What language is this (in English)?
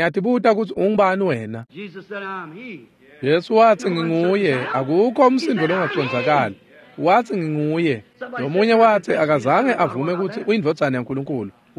Swati